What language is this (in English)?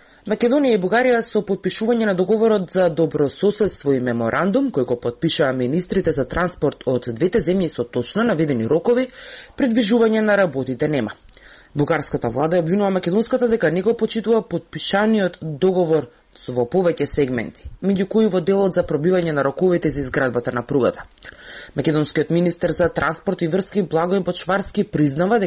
Macedonian